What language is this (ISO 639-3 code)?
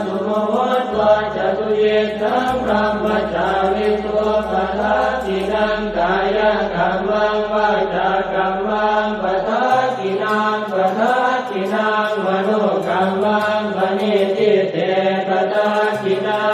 pli